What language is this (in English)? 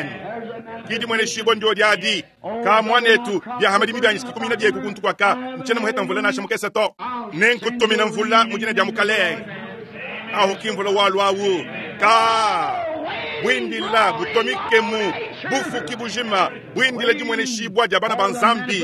Luba-Lulua